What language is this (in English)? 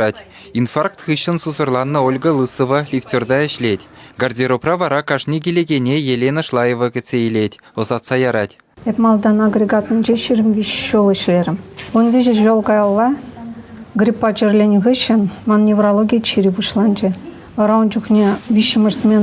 Chuvash